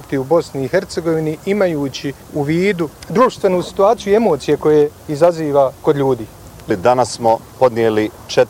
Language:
Bosnian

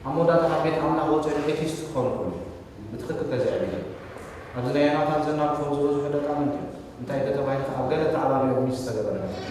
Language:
Tigrinya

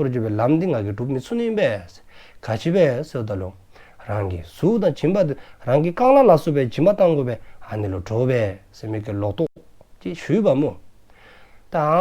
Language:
Dzongkha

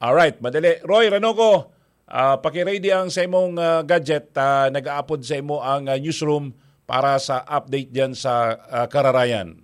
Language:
Bikol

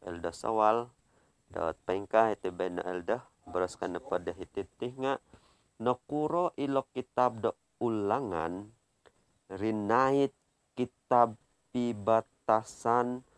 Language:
Central Dusun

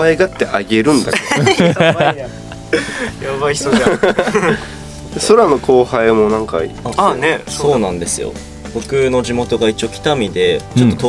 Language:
Japanese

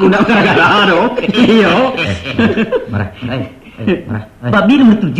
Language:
Minangkabau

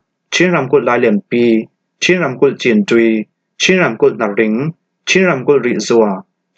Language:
Falam Chin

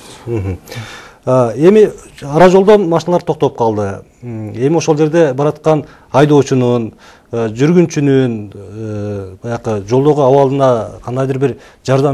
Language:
Kyrgyz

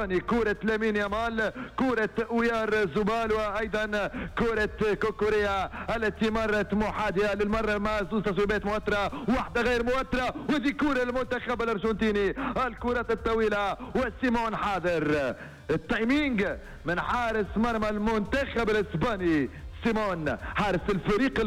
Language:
Tunisian Arabic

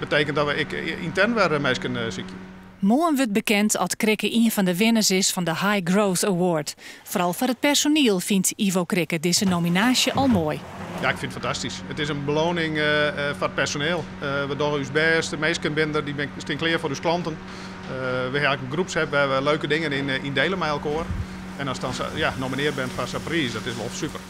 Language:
Western Frisian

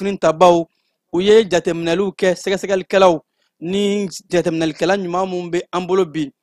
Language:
Bambara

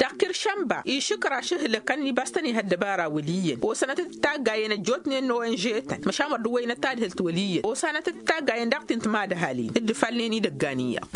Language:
Tamasheq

